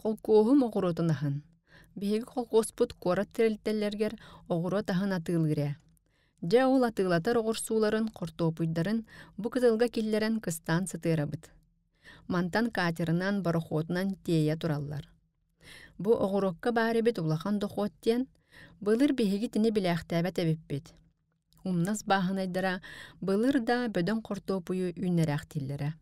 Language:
Yakut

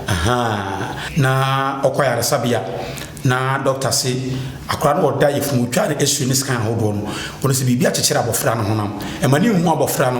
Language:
Akan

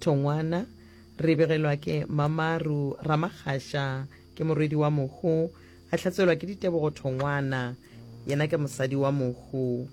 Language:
Northern Sotho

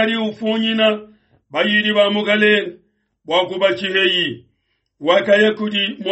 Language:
Luba-Lulua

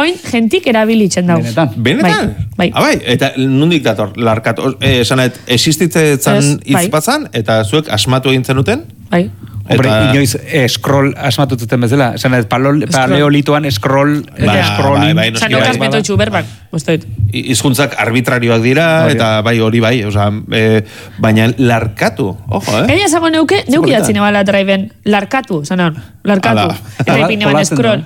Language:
Basque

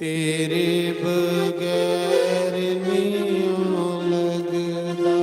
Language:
Dogri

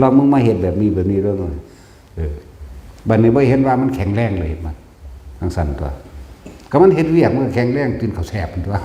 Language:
Northeastern Thai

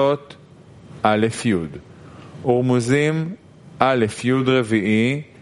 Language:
Hebrew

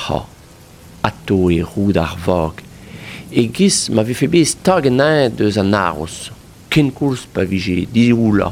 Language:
Breton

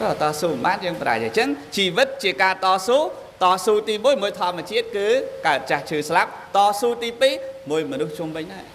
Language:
Khmer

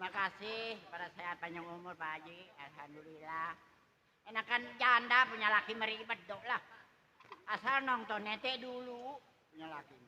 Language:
Betawi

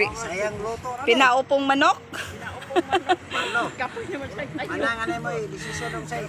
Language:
Cebuano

